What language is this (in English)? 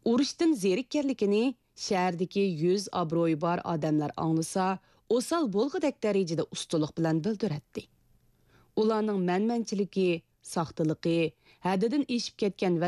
Uyghur